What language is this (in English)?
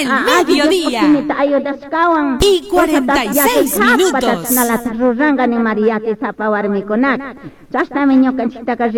Chimborazo Highland Quichua